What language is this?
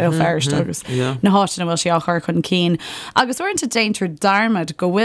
Irish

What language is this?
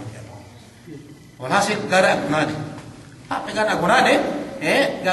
Yakan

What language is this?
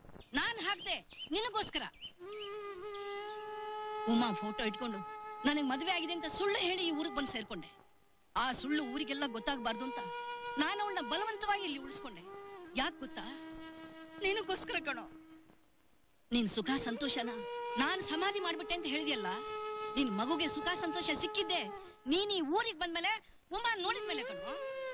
Kannada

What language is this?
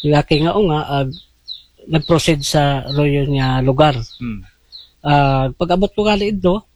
Aklanon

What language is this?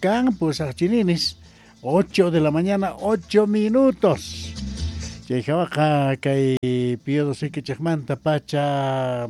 Quechua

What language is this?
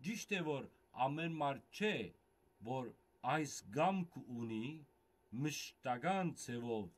Western Armenian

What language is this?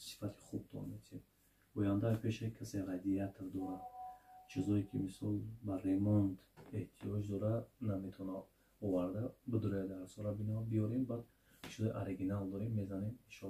Tajik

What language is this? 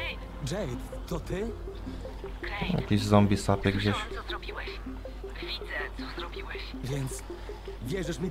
Polish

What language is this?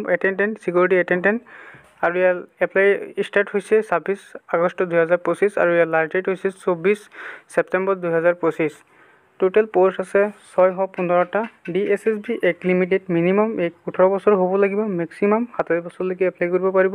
Assamese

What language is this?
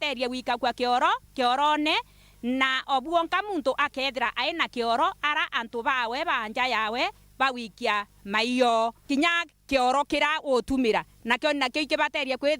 Meru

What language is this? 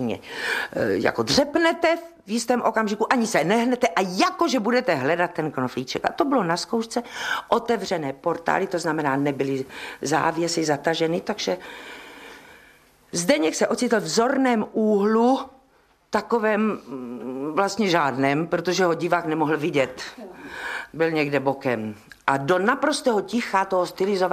Czech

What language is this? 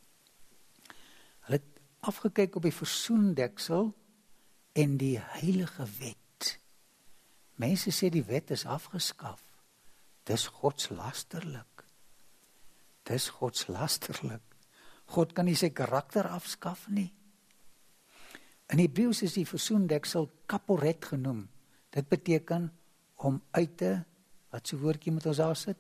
Afrikaans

